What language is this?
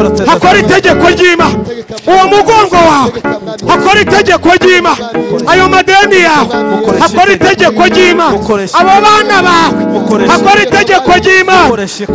Kinyarwanda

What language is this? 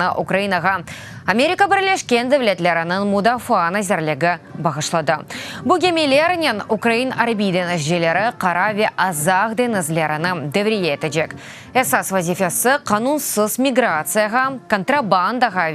Crimean Tatar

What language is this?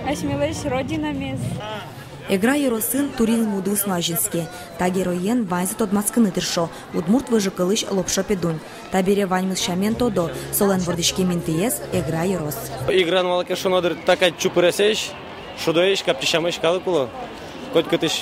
Udmurt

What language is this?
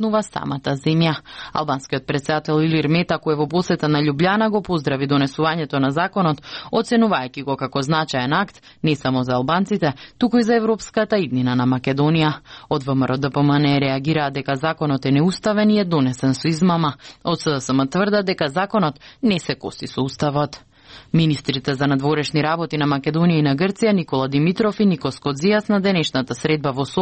Macedonian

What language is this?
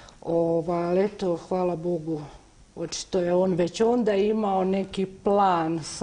Croatian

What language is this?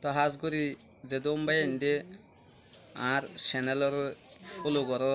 Rohingya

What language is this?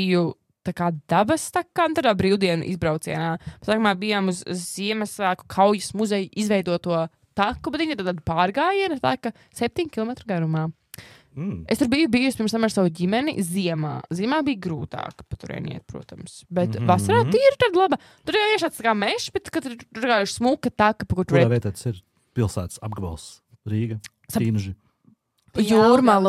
Latvian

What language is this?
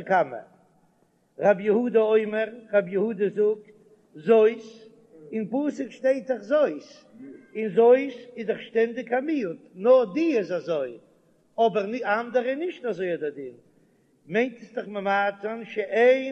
Yiddish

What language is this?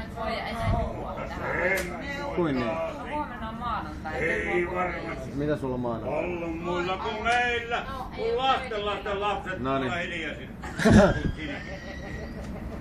Finnish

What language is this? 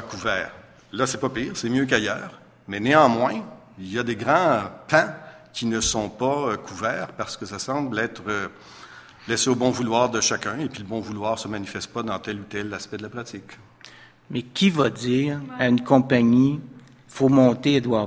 French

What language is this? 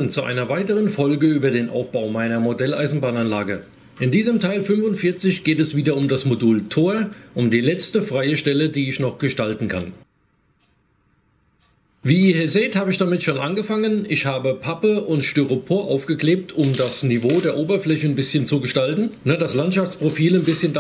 German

